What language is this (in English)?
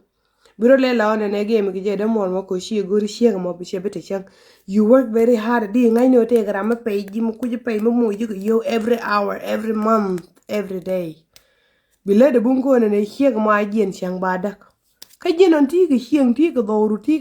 Nuer